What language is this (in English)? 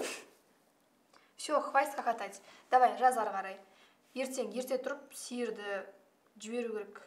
Kazakh